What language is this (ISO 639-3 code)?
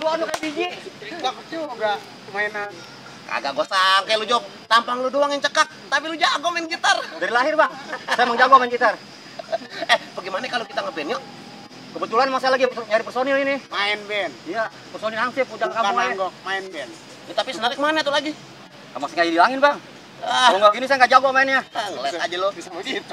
bew